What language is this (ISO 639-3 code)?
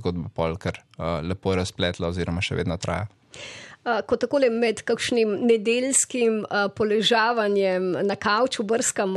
slv